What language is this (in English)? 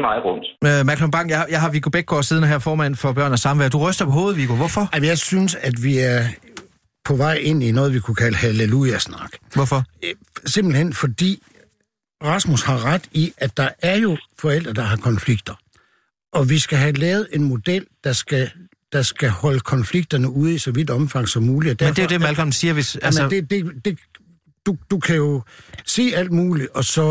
Danish